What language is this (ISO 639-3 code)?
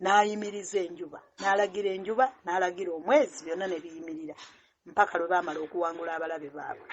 lug